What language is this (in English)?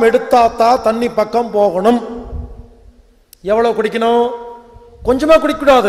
Tamil